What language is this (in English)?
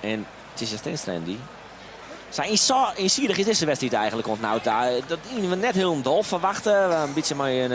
Western Frisian